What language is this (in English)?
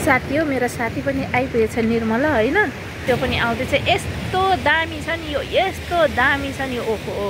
Nepali